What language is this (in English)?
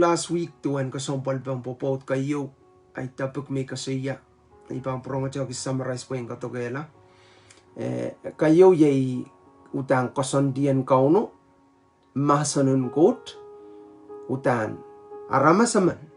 Pohnpeian